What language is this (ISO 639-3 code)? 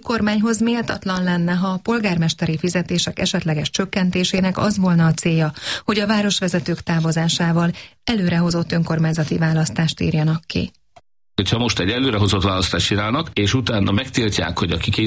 hun